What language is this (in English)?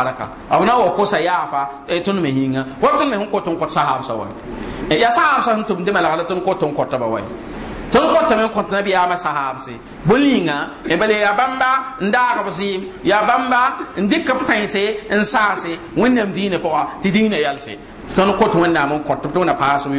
Mossi